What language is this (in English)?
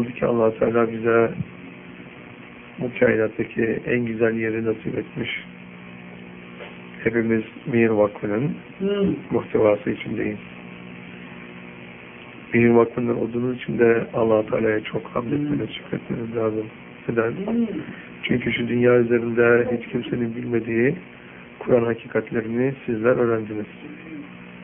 Turkish